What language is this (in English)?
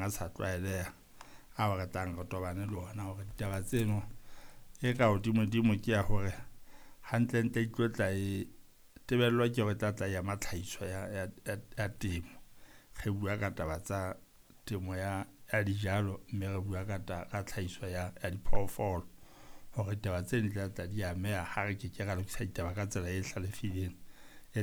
Southern Sotho